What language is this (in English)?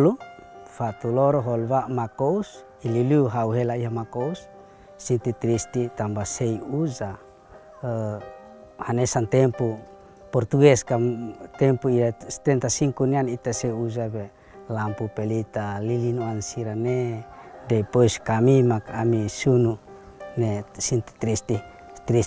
Tetum